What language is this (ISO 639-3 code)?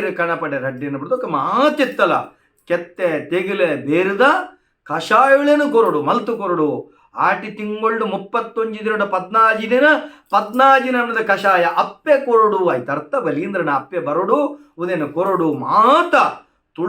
tcy